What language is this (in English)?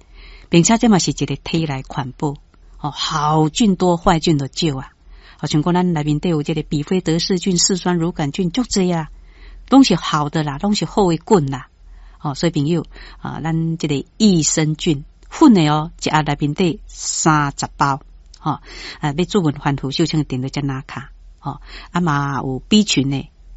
Min Nan Chinese